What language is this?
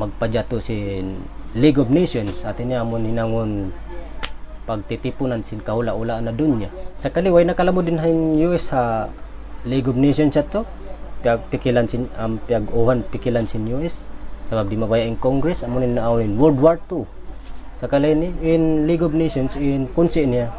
Tausug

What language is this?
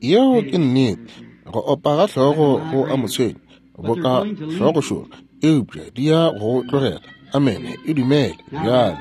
Northern Sotho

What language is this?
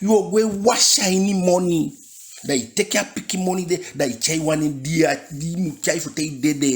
Eastern Maroon Creole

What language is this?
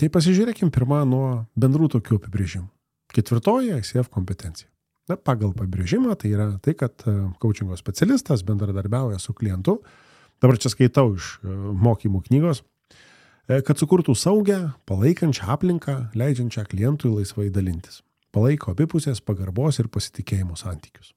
Lithuanian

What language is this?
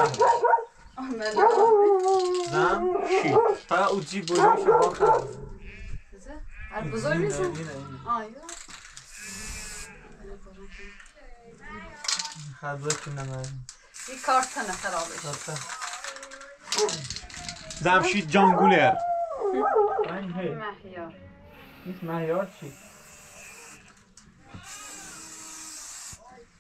Persian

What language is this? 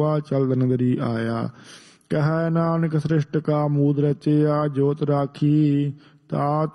Punjabi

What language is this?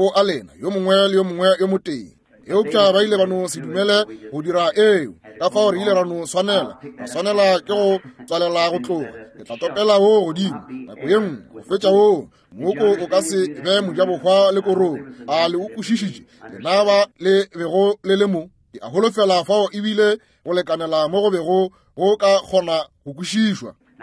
Northern Sotho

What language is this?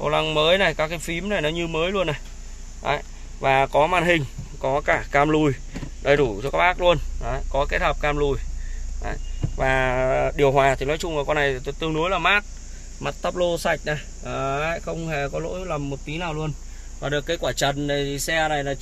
Vietnamese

